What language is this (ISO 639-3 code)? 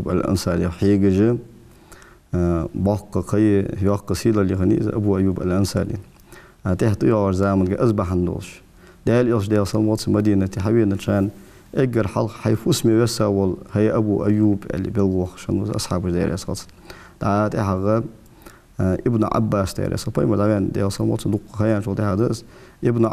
inh